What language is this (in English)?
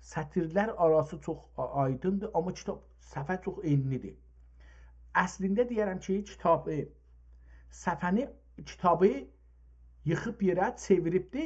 South Azerbaijani